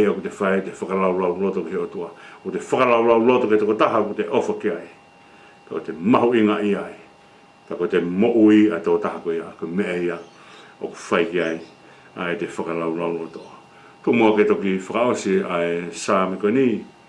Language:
Tongan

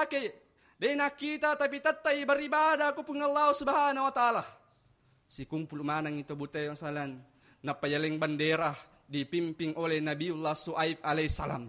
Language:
Buginese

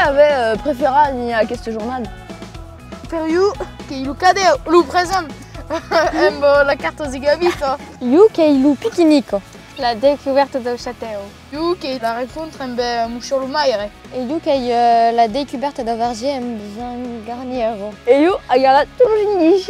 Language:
Occitan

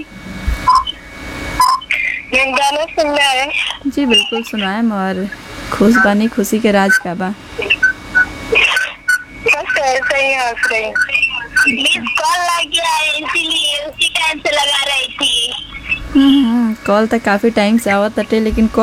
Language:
Bhojpuri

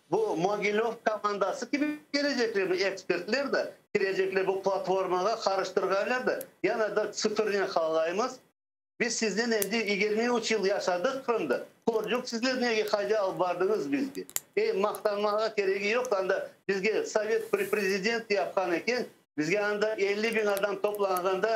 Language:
Crimean Tatar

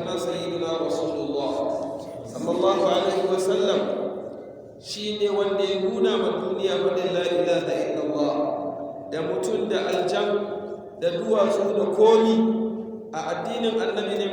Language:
Hausa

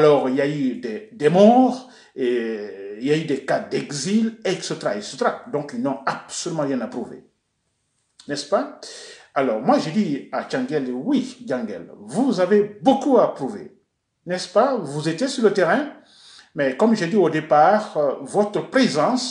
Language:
French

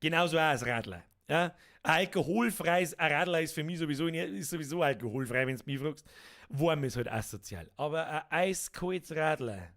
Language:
Bavarian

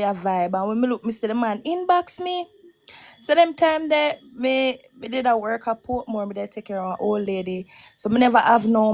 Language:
Jamaican Creole English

